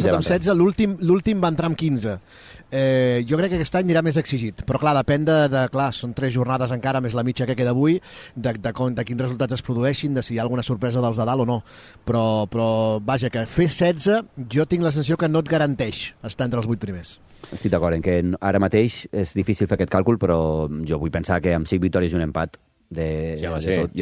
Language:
Catalan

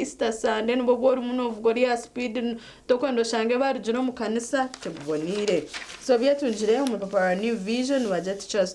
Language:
Nyankole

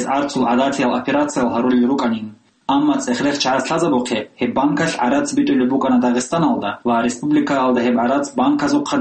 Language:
Avaric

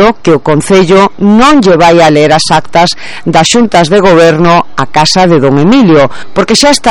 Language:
Galician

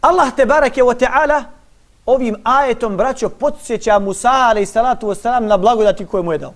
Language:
Bosnian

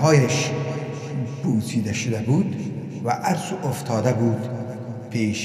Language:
Persian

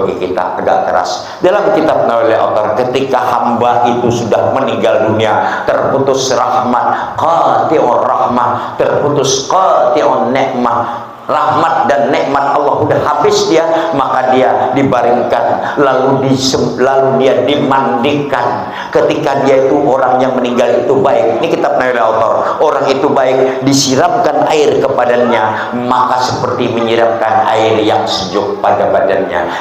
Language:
Banjar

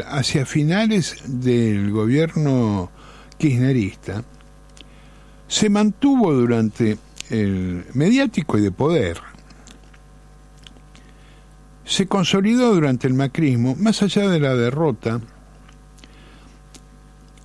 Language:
Spanish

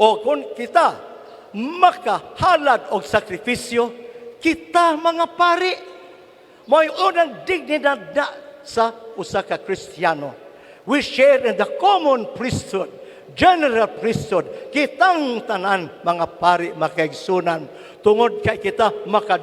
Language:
Cebuano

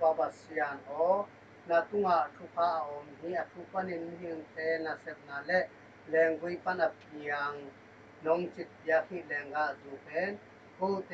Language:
Tedim Chin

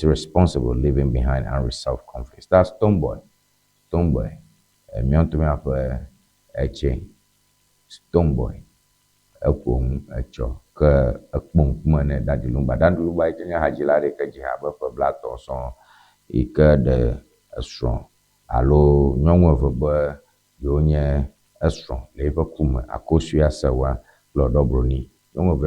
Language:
Ewe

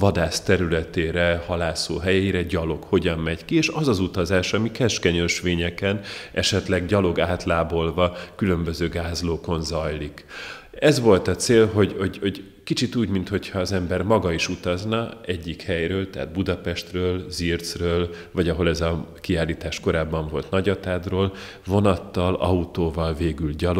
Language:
Hungarian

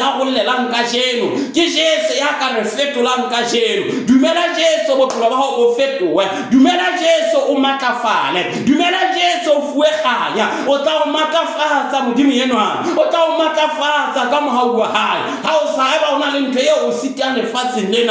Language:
Southern Sotho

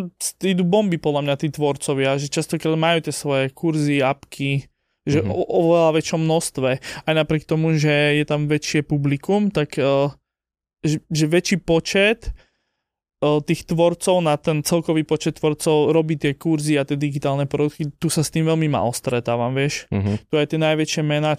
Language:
Slovak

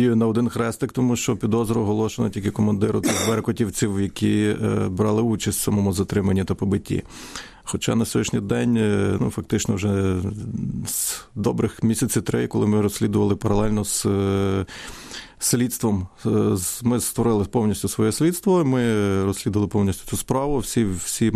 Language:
Ukrainian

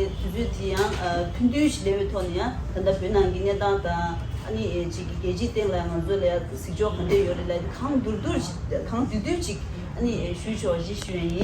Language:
Tibetan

